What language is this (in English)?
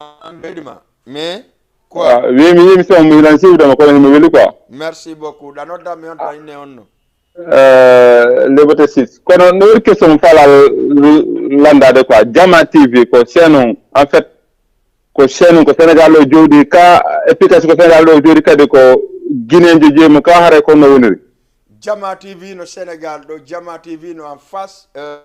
Fula